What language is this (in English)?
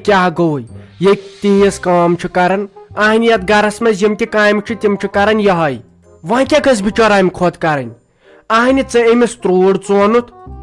Kashmiri